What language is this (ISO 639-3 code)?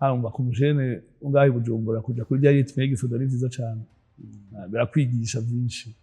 run